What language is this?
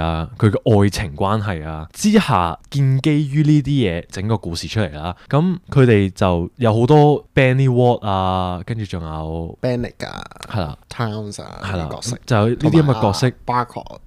Cantonese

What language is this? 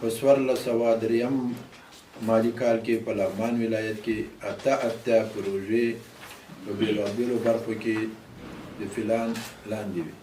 Pashto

